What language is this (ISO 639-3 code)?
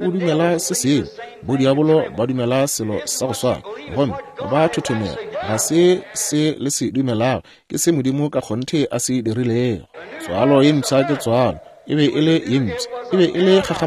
nso